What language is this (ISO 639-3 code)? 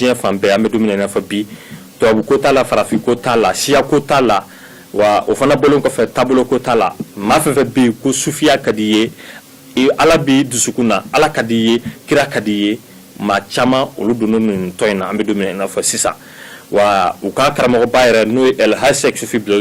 bam